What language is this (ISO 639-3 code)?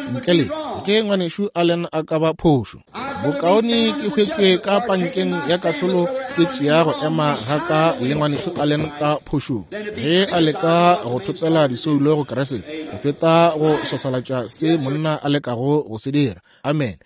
nso